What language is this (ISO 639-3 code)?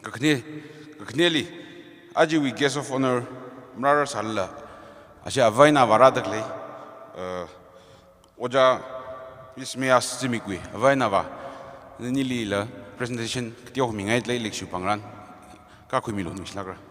nmf